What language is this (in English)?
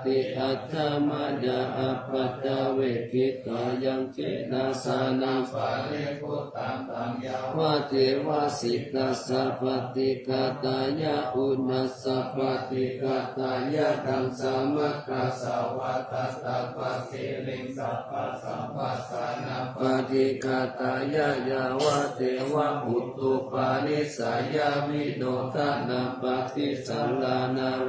Pali